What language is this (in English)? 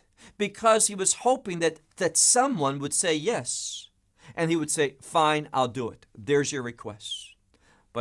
English